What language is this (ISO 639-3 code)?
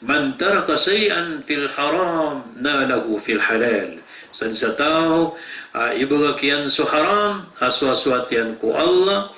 mrw